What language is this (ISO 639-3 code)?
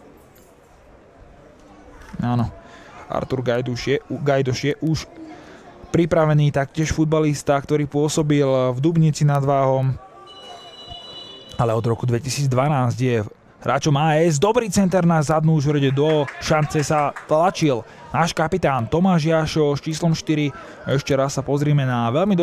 slk